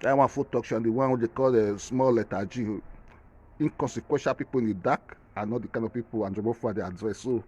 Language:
Nigerian Pidgin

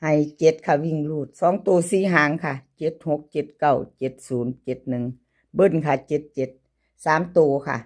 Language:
Lao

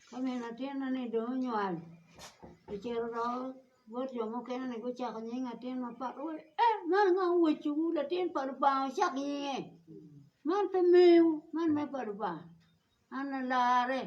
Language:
Acoli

